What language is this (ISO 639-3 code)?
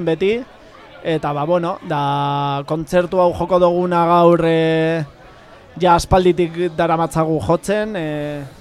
eus